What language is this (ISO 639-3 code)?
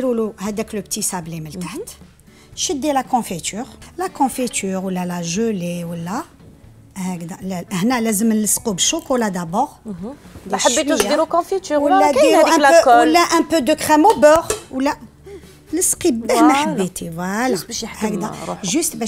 arq